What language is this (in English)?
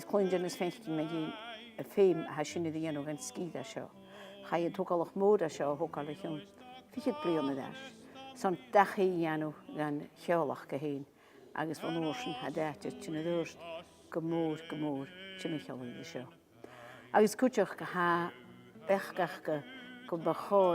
Scottish Gaelic